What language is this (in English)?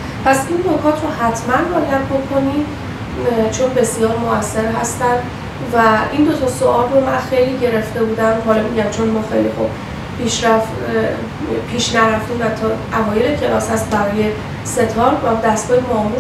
Persian